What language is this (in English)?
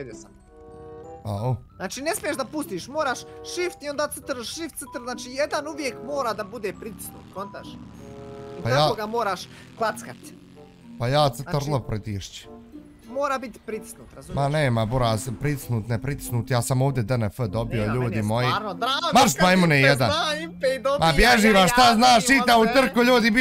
Bosnian